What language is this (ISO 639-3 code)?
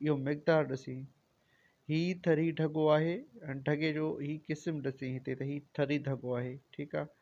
snd